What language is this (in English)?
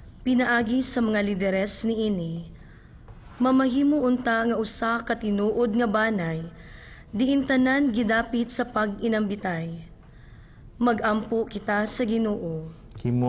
Cebuano